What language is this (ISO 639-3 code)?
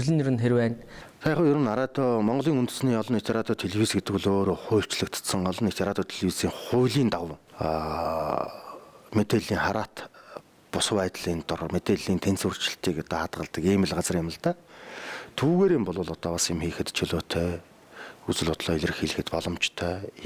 mon